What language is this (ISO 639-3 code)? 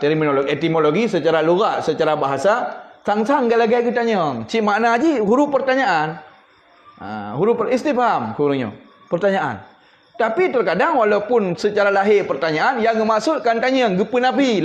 ace